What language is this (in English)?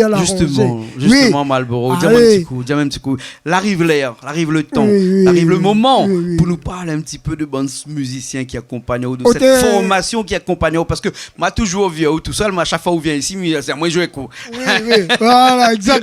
Réunion Creole French